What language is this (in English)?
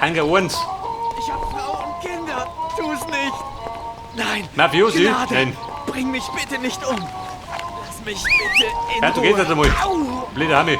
Bavarian